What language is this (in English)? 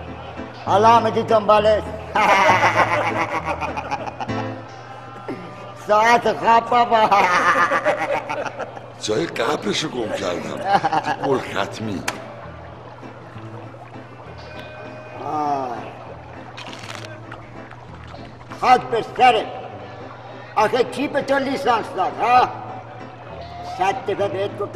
Persian